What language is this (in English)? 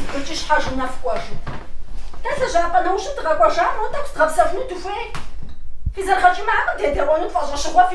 Kabardian